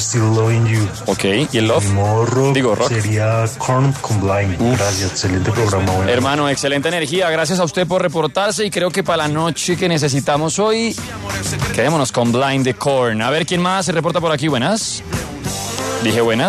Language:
Spanish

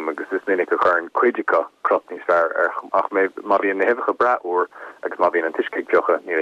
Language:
Irish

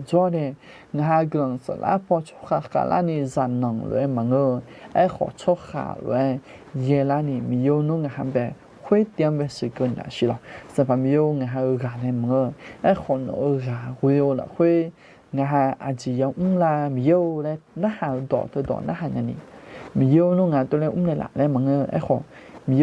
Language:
Akha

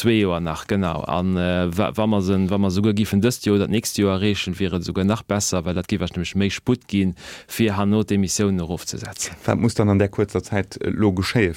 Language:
Luxembourgish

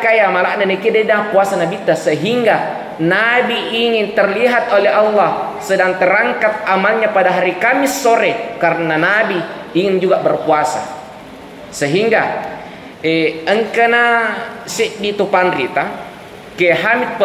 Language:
Buginese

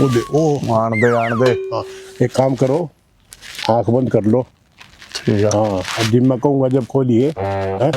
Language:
Haryanvi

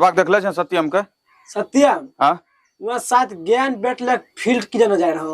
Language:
Angika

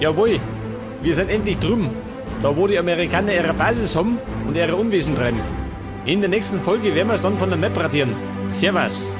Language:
Bavarian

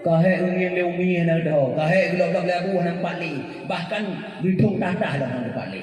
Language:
Achinese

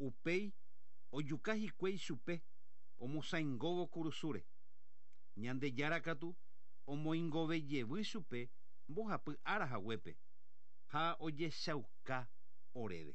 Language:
Guarani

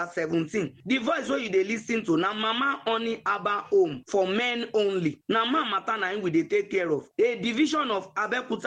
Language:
Nigerian Pidgin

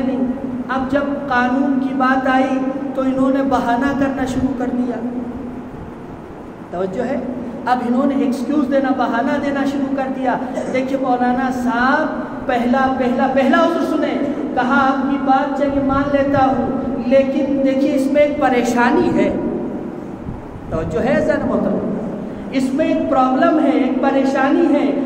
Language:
Urdu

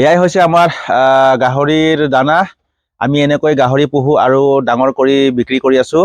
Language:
Assamese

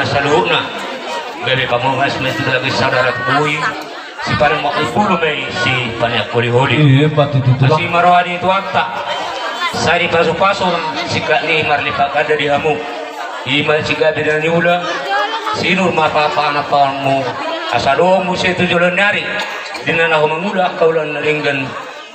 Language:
Batak Toba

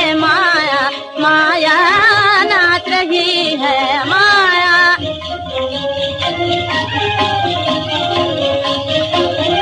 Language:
Hindi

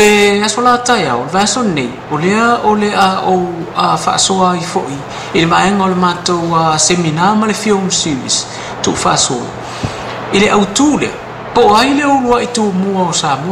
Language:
Samoan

